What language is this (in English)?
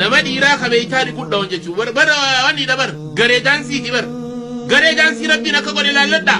Oromo